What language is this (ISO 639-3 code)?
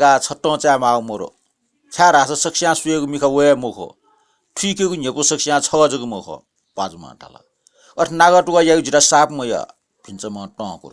new